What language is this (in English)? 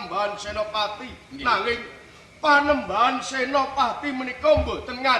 Javanese